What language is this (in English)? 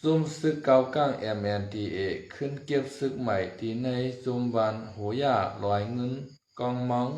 Shan